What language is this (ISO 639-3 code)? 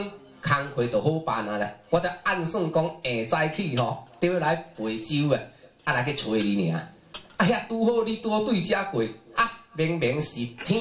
nan